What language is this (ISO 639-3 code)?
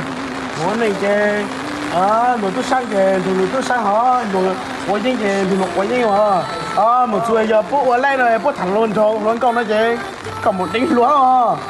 hmn